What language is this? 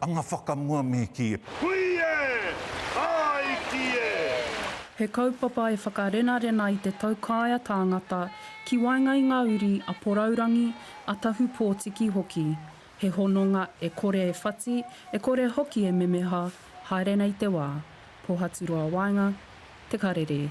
Māori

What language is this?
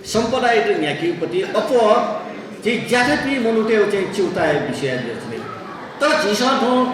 Newari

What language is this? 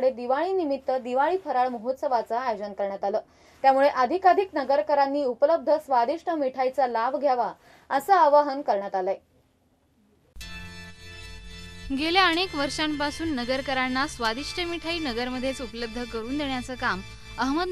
Marathi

